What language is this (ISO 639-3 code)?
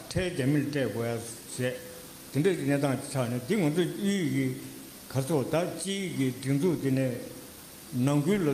bod